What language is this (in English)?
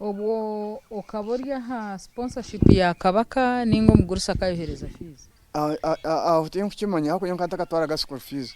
Nyankole